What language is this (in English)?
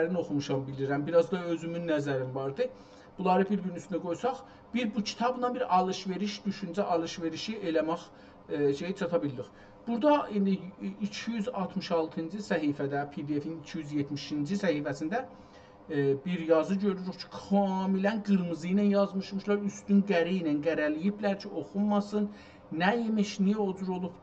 South Azerbaijani